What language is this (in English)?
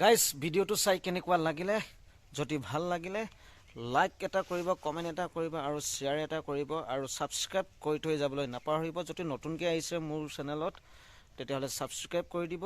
Assamese